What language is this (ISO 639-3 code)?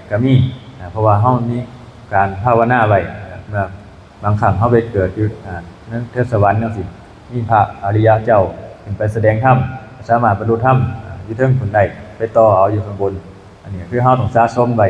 tts